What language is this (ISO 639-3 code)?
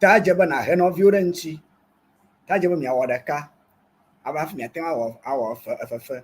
ewe